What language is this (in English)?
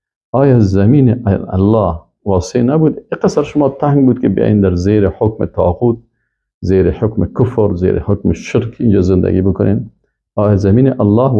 Persian